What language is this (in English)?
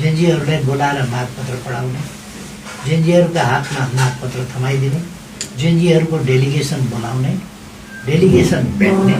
Nepali